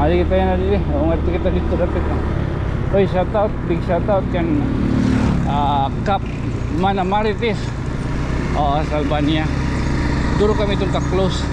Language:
Waray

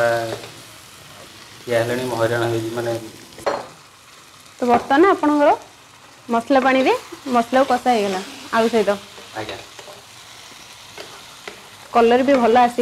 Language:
Odia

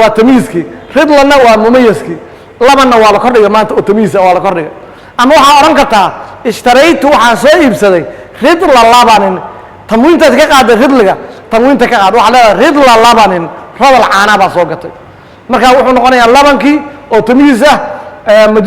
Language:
Somali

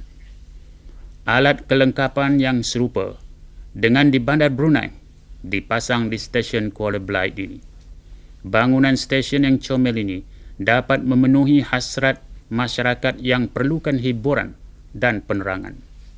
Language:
Malay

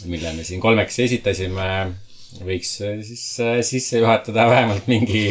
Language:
Estonian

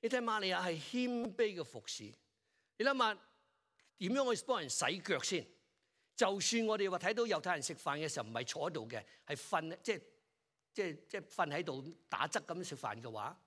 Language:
Cantonese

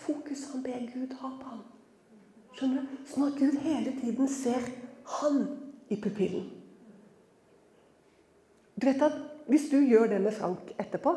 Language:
Norwegian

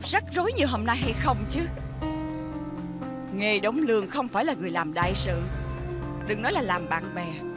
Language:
Vietnamese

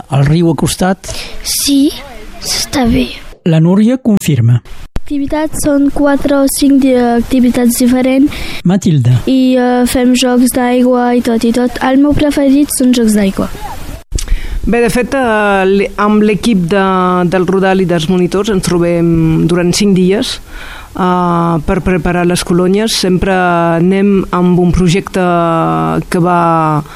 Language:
Catalan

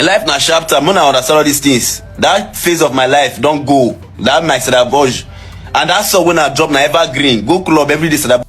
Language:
Nigerian Pidgin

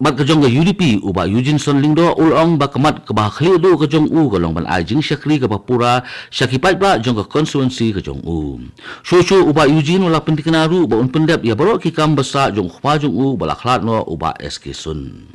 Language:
Khasi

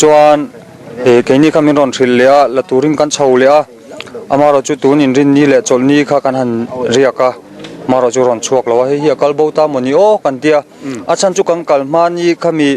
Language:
Mizo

